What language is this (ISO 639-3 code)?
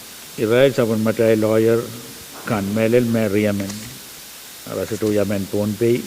pon